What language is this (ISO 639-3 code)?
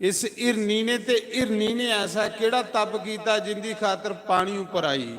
doi